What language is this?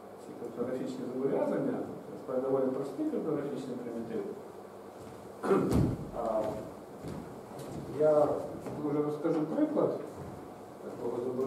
Ukrainian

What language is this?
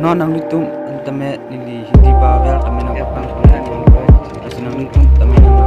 Karbi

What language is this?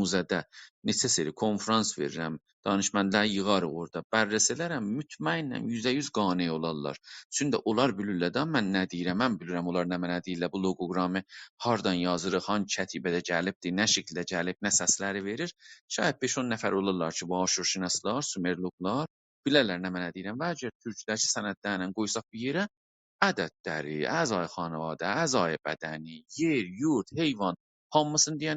South Azerbaijani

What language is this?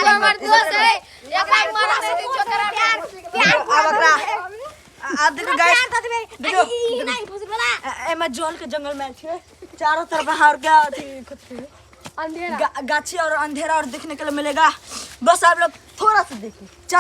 Maithili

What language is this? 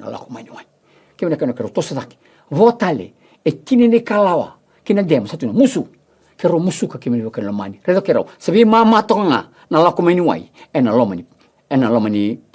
Fijian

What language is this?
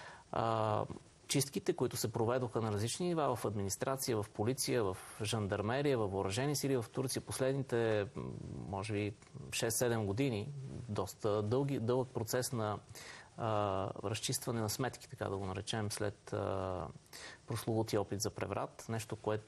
Bulgarian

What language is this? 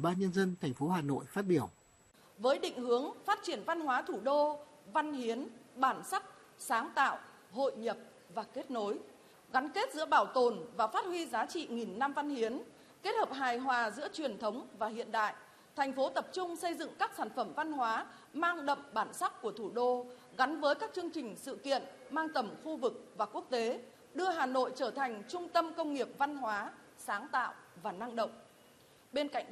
Vietnamese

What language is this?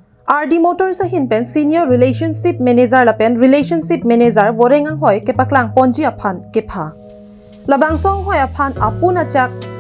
Karbi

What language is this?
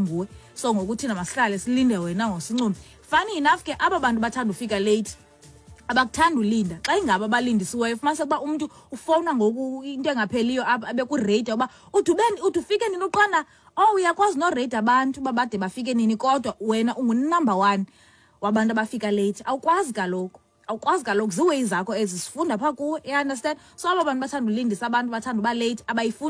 Xhosa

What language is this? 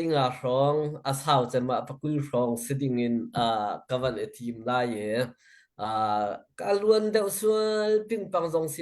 Hakha Chin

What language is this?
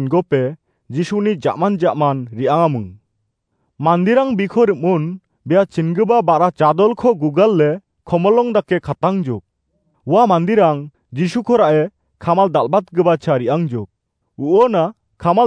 Garo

